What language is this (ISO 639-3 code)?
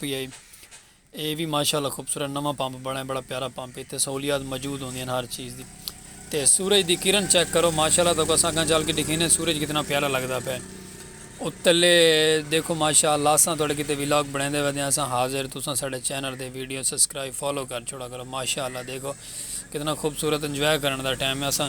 skr